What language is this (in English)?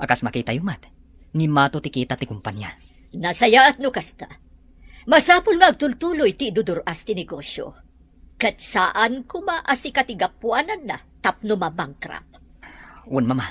Iloko